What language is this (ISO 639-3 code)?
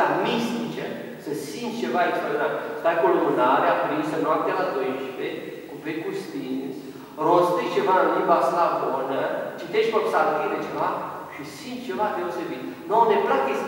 ron